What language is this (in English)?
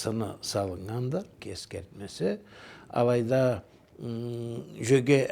Karachay-Balkar